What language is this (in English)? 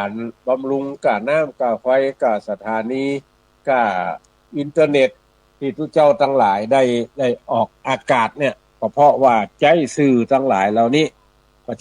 Northern Thai